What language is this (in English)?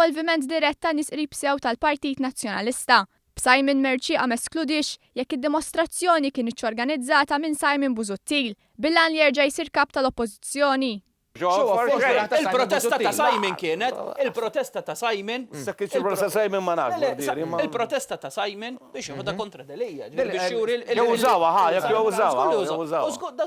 Maltese